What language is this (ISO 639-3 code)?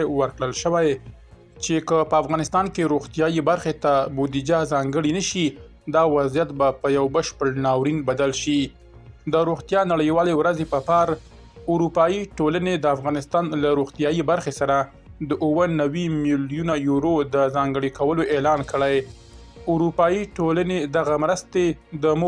pus